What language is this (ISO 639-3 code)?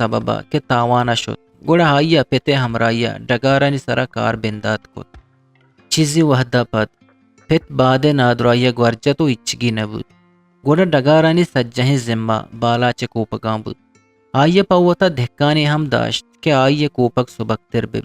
bgp